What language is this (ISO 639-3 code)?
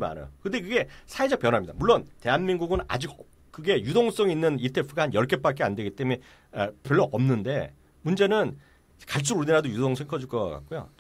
kor